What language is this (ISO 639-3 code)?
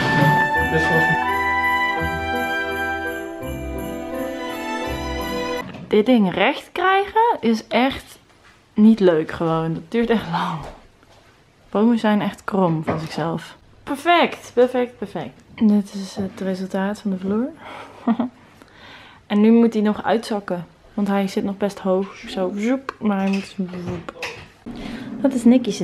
nld